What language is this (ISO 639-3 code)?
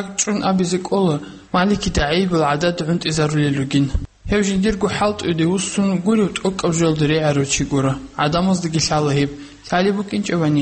ava